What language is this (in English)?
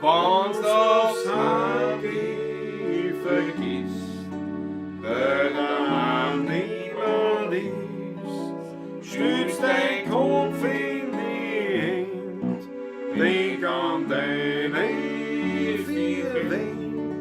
Bavarian